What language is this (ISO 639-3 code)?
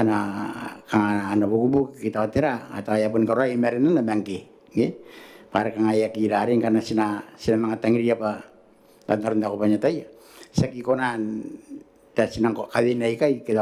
gil